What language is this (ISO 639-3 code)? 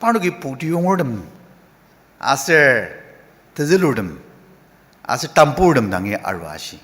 njo